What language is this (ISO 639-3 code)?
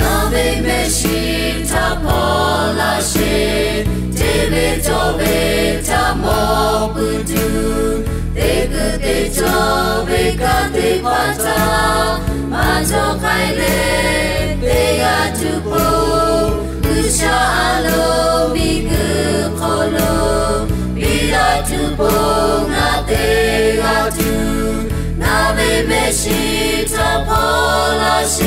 lhu